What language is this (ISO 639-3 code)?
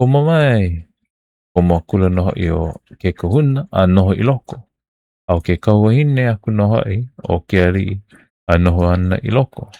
haw